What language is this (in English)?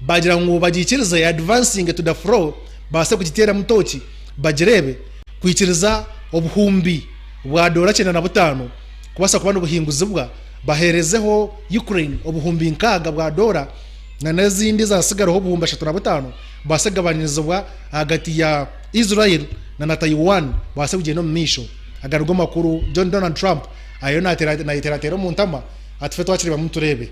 Nyankole